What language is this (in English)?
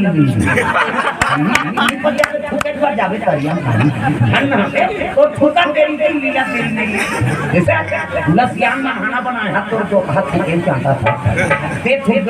Chhattisgarhi